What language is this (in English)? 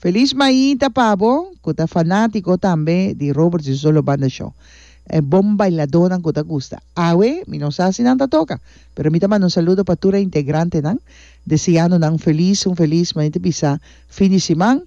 Papiamento